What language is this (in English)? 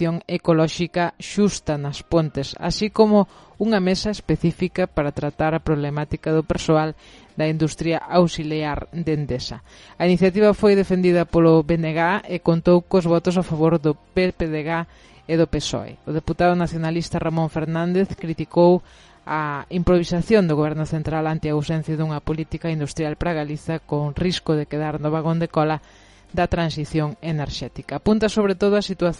Galician